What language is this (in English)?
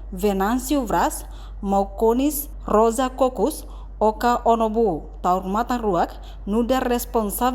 Tetum